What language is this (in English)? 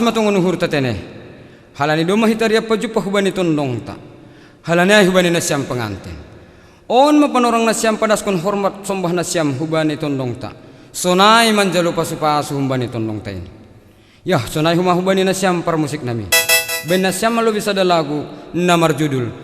Batak Simalungun